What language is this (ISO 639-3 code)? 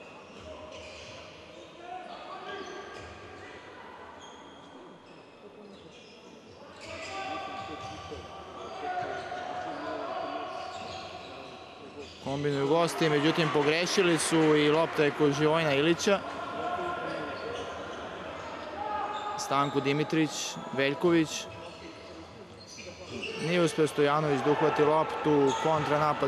srp